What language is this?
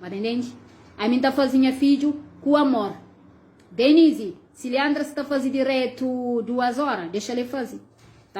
Kabuverdianu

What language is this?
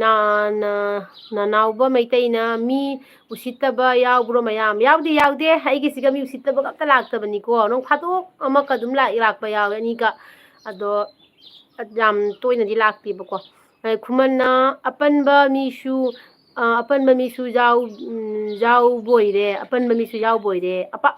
Manipuri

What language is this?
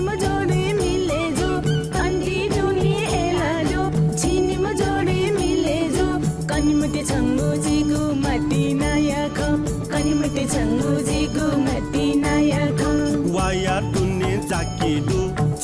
Newari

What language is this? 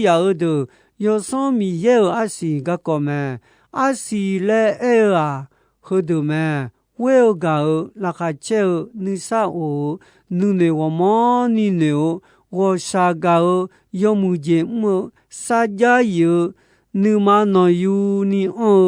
Akha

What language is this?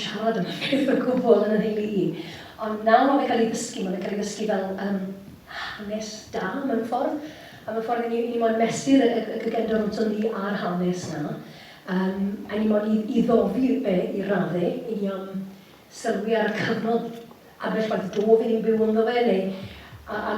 Welsh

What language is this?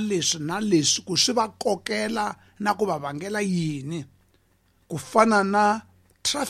Tsonga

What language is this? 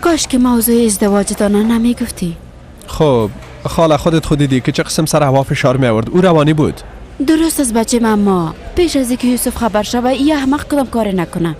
Persian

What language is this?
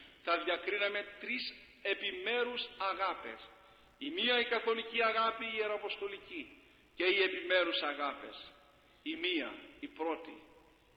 Greek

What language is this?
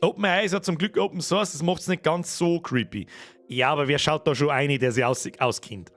Bavarian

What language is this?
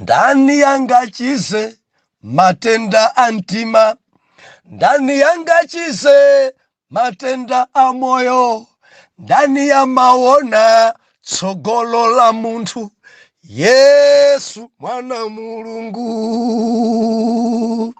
Nyanja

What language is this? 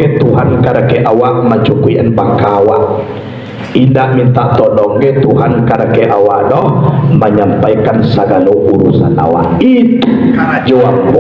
Minangkabau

